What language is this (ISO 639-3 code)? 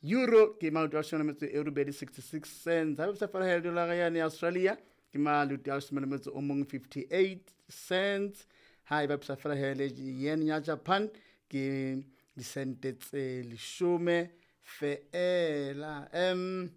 sot